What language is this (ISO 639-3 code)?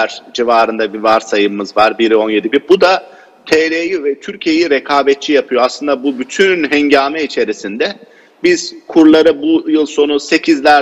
tur